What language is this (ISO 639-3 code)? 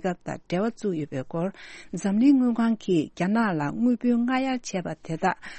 bod